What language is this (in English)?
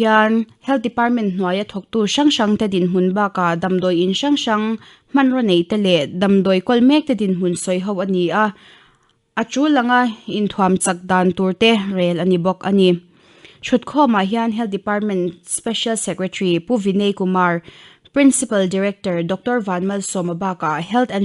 Mizo